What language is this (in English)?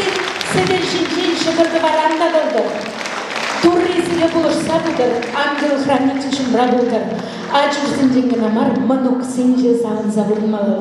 Chuvash